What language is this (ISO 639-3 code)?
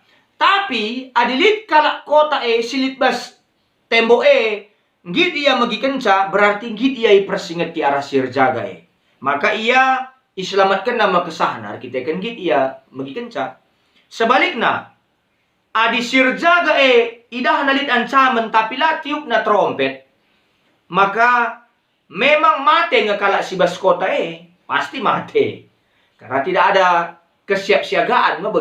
btx